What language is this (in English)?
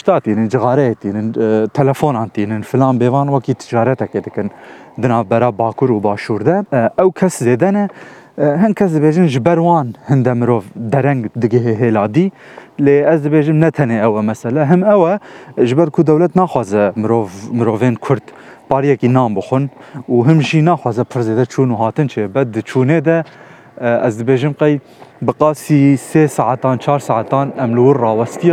Kurdish